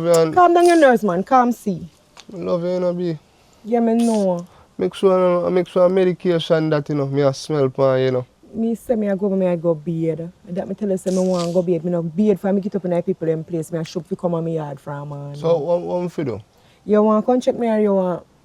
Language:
Jamaican Creole English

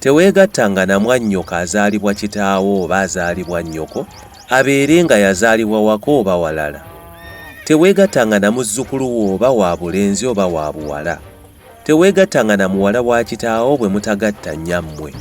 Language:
Ganda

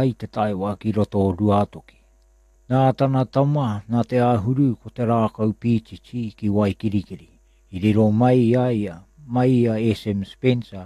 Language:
Māori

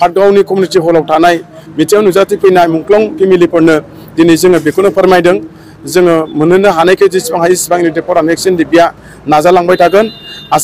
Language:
Bodo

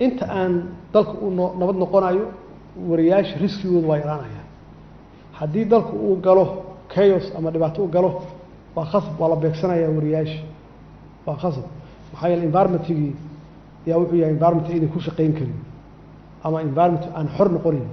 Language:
Somali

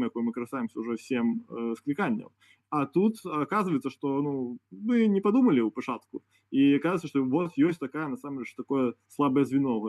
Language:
Belarusian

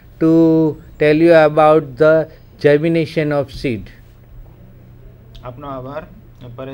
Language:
Gujarati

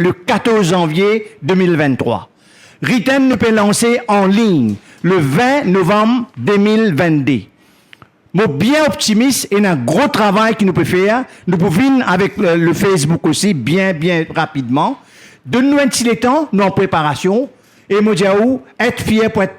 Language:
Morisyen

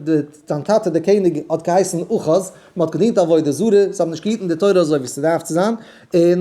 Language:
Yiddish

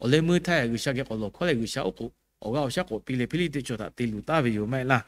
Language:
Lahu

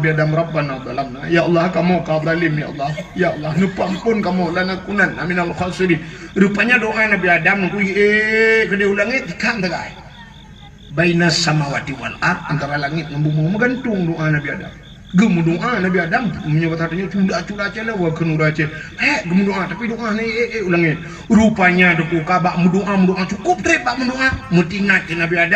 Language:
Achinese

